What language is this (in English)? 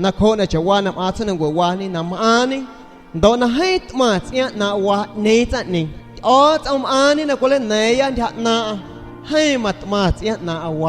San Pedro Amuzgos Amuzgo